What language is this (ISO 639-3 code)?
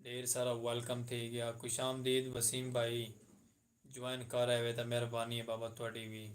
skr